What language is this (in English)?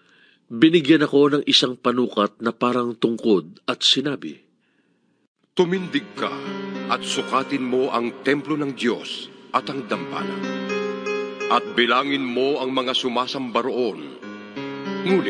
Filipino